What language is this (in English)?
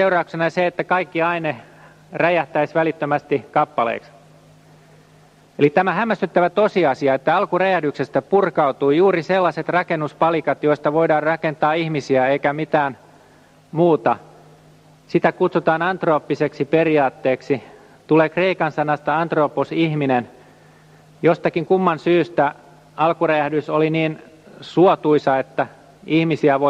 Finnish